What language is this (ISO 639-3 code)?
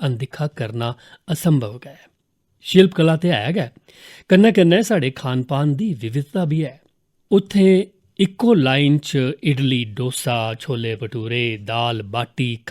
doi